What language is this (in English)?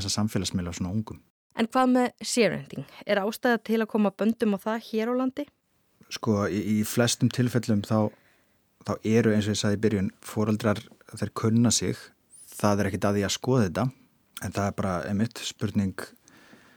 Icelandic